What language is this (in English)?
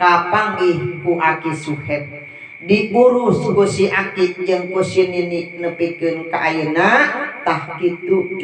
Sundanese